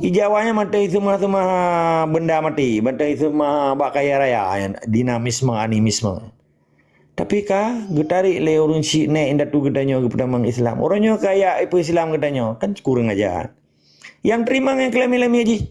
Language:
Achinese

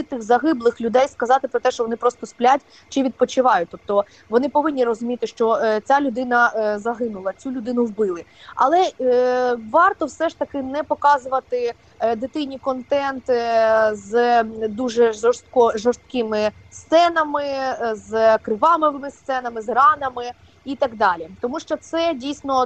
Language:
Ukrainian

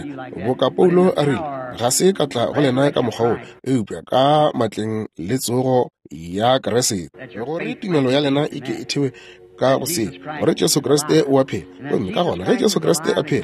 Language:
Northern Sotho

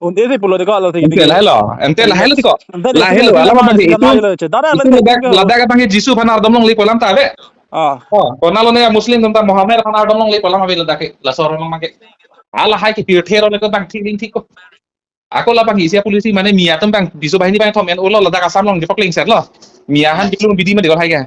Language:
Karbi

